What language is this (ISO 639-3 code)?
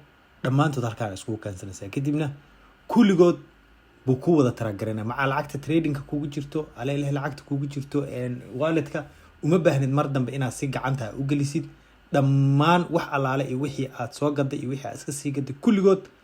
som